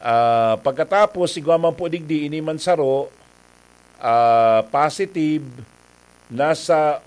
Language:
Bikol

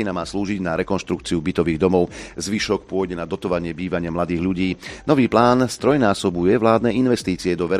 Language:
Slovak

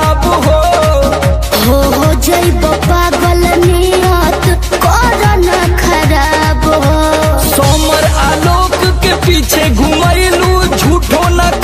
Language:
Bhojpuri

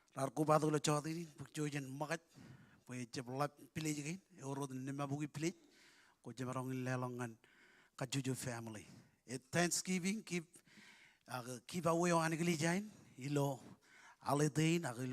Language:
Marshallese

